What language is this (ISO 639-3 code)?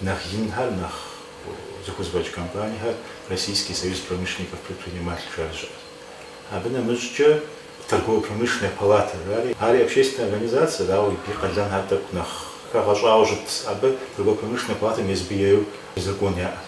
kbd